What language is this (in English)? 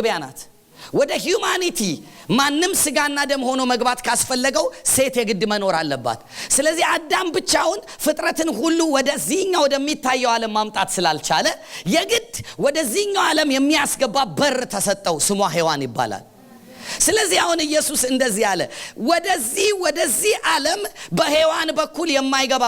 Amharic